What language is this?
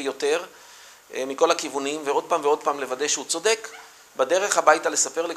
Hebrew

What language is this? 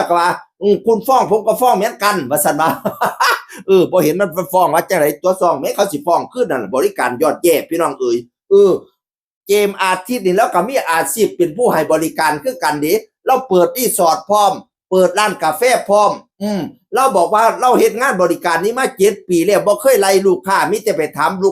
Northeastern Thai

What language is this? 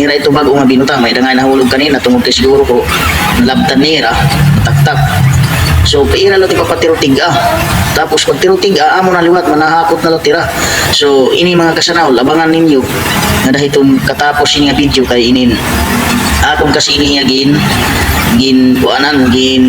Waray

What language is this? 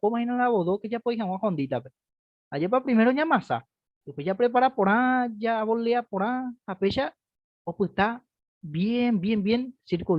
Guarani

